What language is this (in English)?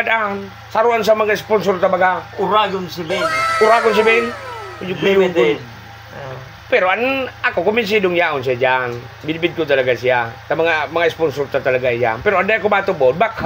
Bikol